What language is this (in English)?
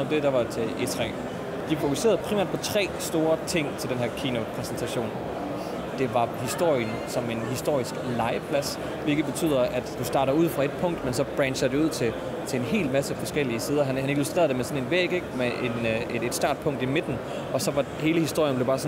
Danish